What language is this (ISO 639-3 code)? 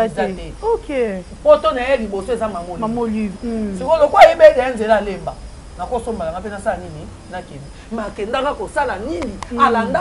lin